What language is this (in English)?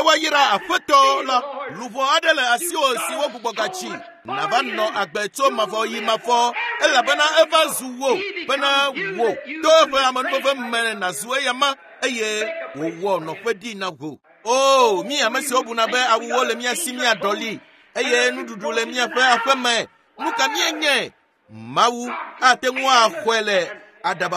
Ewe